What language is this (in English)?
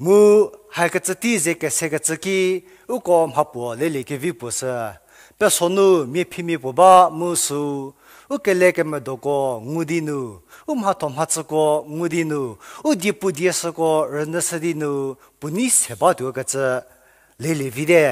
Angami Naga